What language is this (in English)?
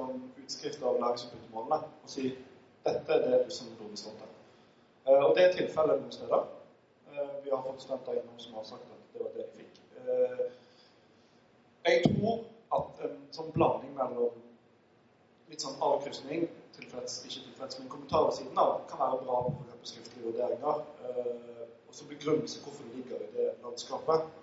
Norwegian